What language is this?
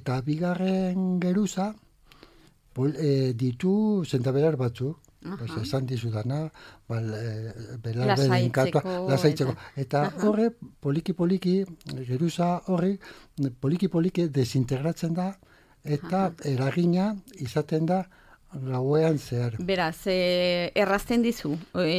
Basque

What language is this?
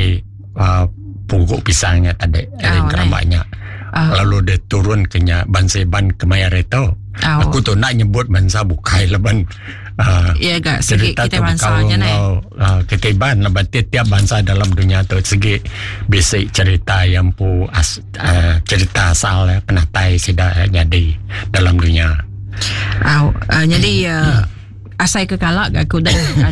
Iban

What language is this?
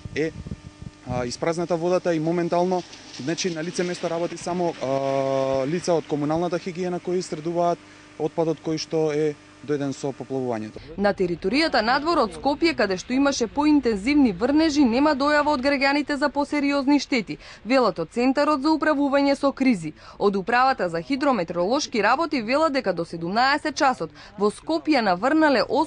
Macedonian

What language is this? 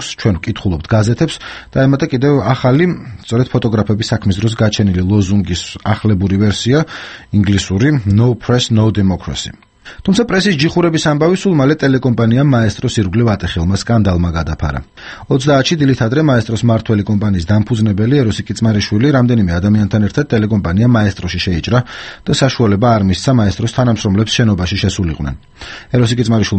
Georgian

